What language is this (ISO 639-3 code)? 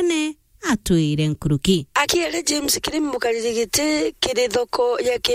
mer